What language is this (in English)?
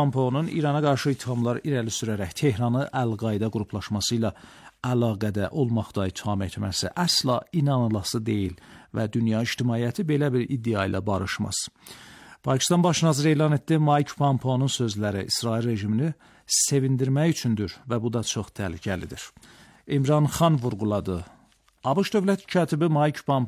Azerbaijani